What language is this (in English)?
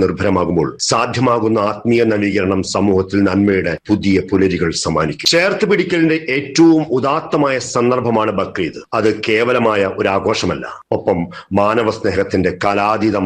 Malayalam